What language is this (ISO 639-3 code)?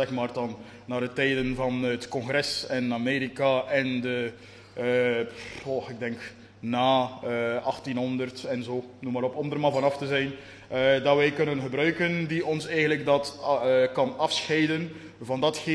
nld